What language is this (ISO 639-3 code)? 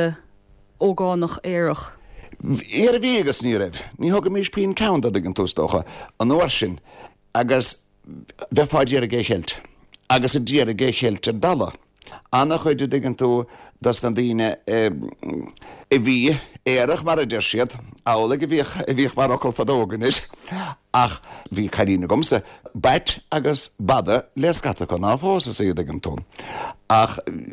gle